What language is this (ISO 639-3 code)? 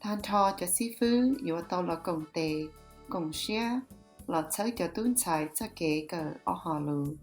hmn